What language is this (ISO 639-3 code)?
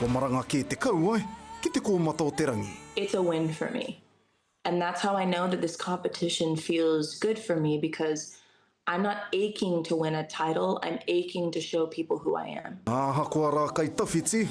mri